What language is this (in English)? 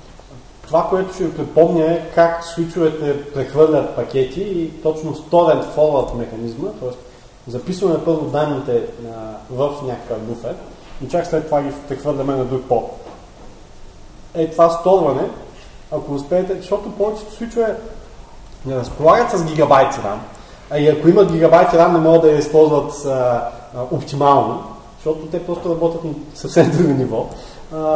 Bulgarian